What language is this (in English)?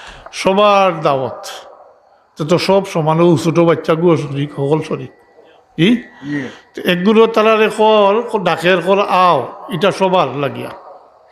Sylheti